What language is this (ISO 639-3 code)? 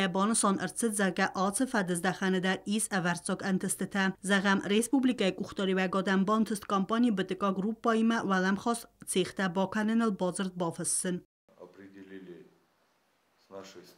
oss